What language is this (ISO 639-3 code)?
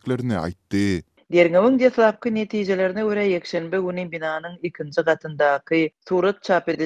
tuk